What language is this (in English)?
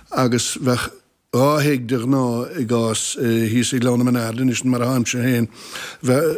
Irish